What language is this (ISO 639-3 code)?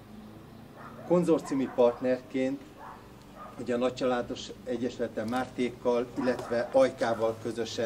hun